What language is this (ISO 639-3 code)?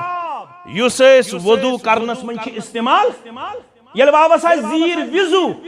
kas